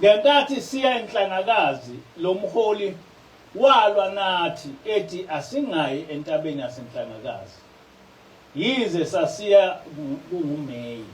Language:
Zulu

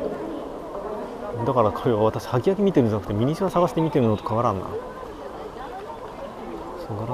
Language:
Japanese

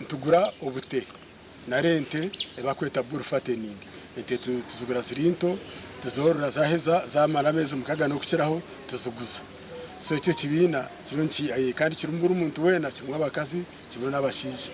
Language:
Nyankole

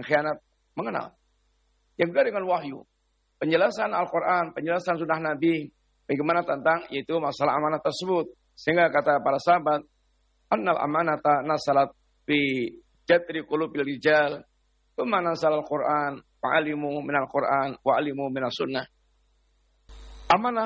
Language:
Indonesian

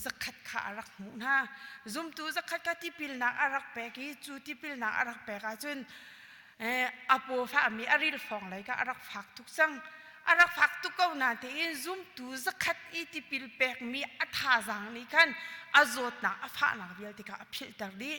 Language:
Hakha Chin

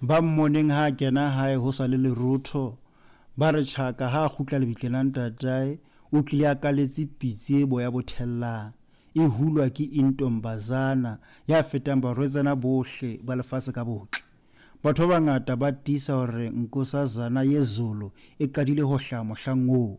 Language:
Southern Sotho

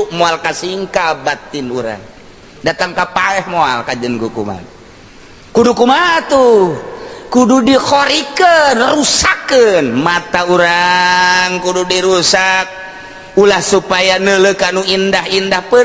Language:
Sundanese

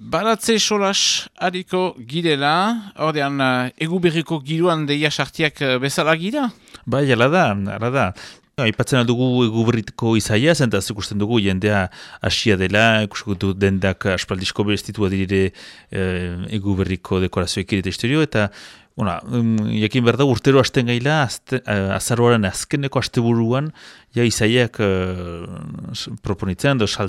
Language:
Basque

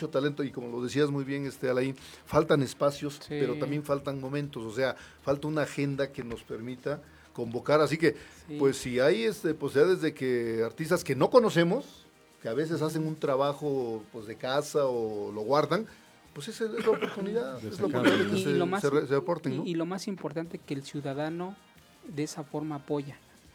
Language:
Spanish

